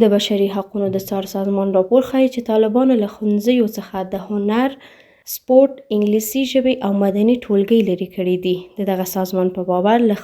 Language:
Pashto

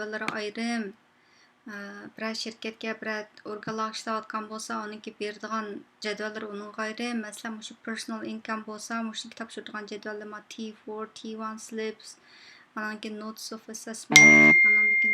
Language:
Uyghur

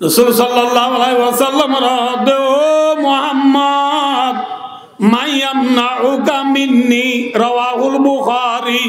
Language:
Rohingya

